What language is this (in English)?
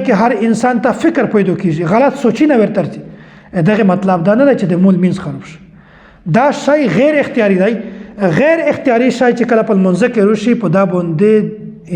Pashto